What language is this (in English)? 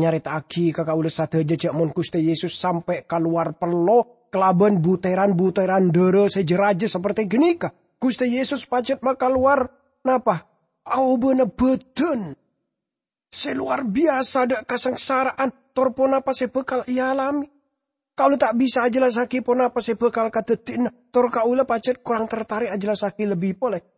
Madurese